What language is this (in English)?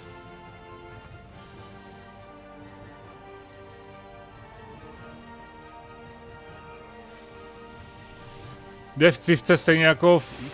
Czech